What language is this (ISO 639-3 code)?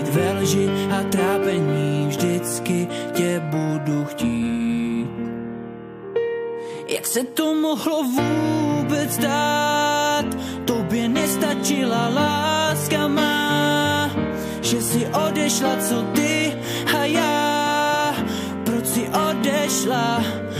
ces